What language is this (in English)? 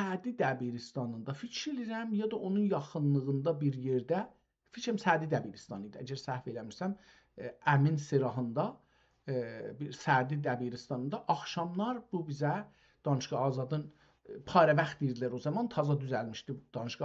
South Azerbaijani